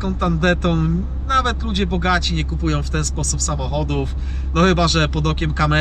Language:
Polish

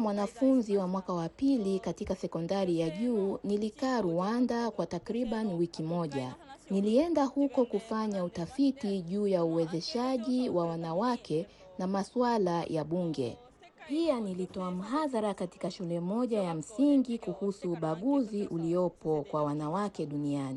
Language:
Swahili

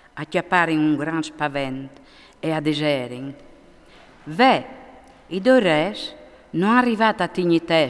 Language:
Friulian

